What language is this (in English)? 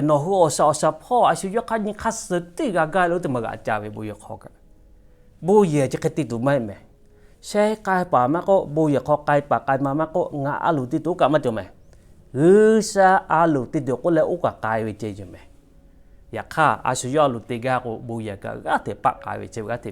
Lahu